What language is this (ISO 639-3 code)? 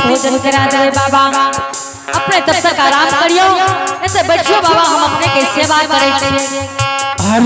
anp